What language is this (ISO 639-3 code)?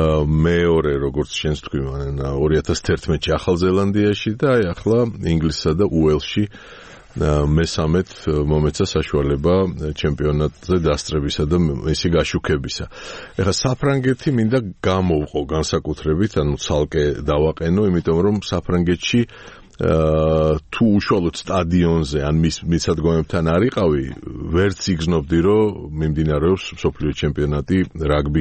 kat